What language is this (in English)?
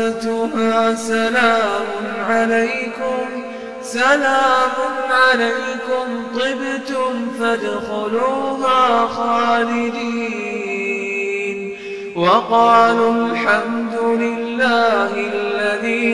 Arabic